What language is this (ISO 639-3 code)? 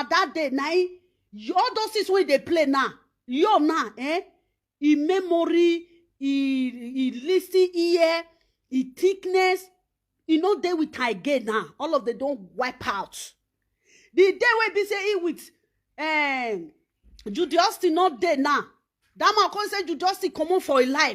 pcm